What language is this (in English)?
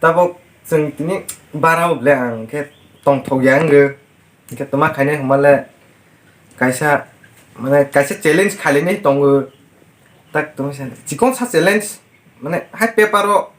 Kok Borok